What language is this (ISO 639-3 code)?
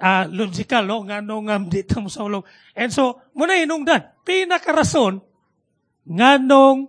ceb